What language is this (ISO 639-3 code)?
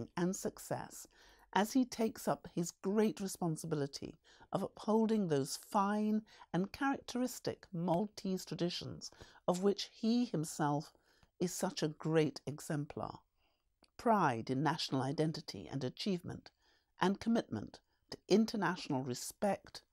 eng